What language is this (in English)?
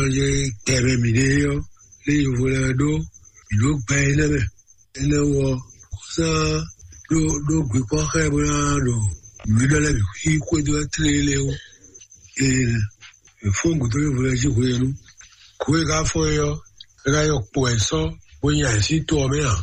Fon